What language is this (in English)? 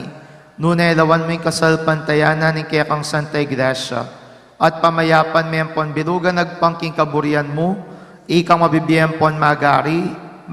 Pampanga